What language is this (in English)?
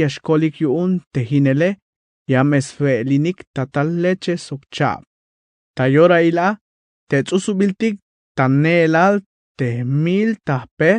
Tzeltal